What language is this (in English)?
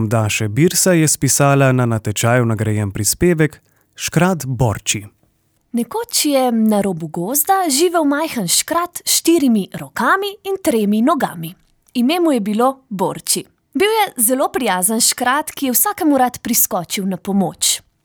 Slovenian